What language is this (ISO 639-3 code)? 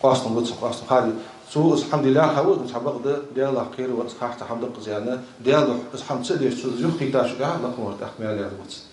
inh